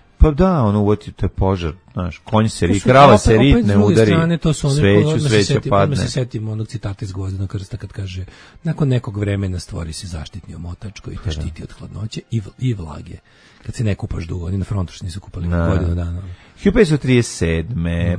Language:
Serbian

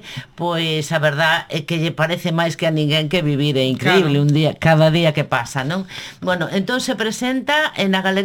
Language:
Galician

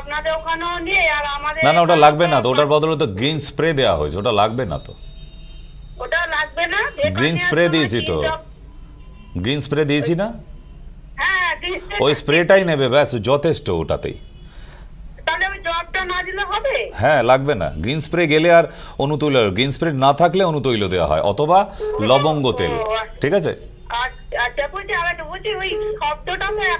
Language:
Bangla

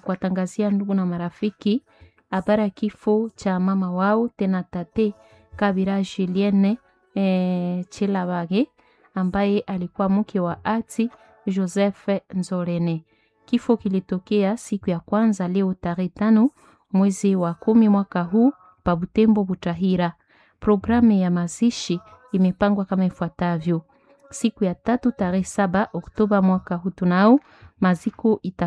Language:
Swahili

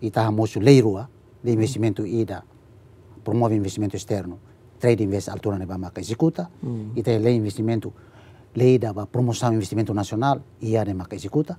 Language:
Tetum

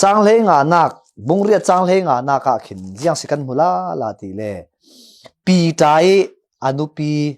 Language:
Falam Chin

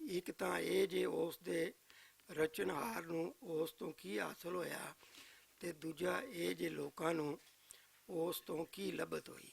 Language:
Western Panjabi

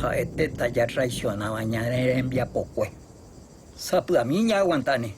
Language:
Guarani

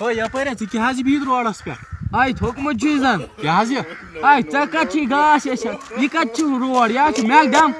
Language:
Kashmiri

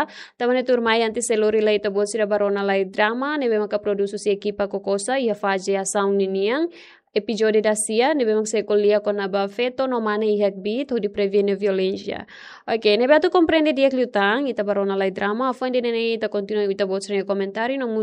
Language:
Tetum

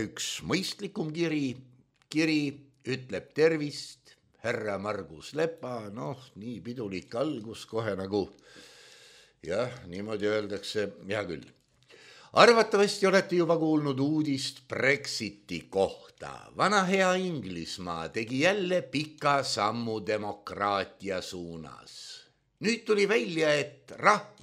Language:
Estonian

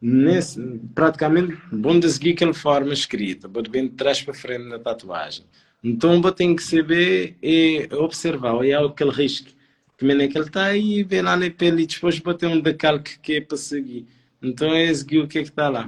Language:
Kabuverdianu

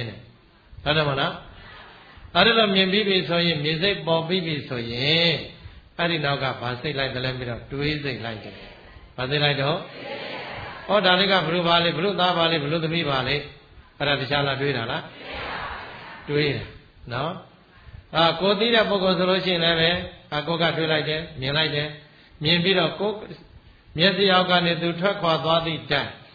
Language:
Burmese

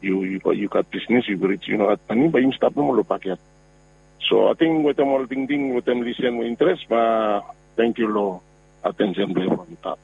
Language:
Bislama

